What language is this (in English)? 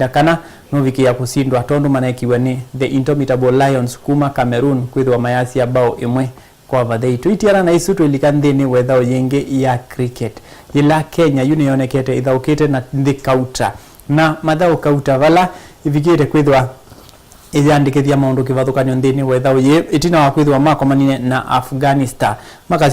Kamba